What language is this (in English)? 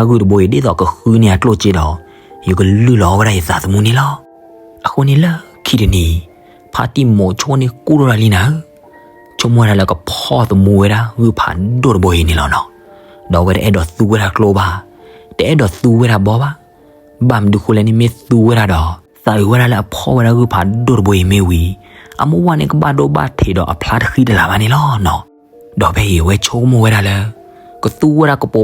S'gaw Karen